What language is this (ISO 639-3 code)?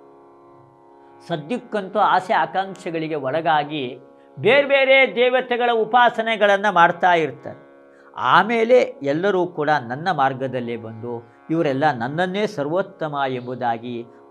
kan